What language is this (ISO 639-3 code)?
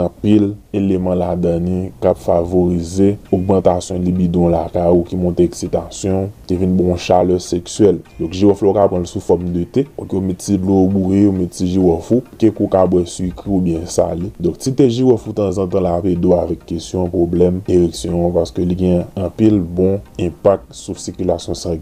hat